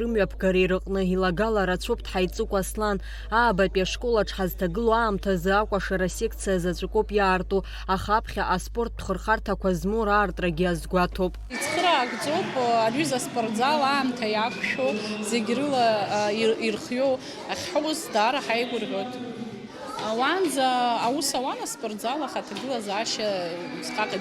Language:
Abkhazian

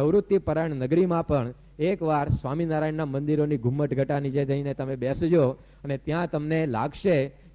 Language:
Gujarati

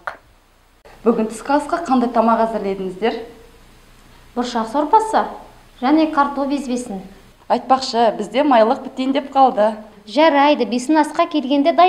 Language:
Kazakh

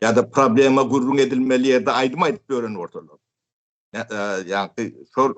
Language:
Turkmen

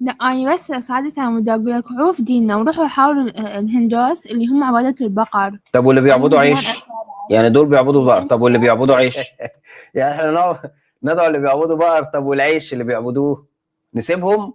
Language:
Egyptian Arabic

